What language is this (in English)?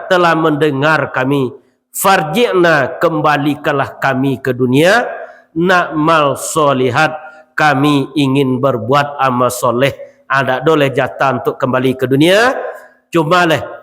Minangkabau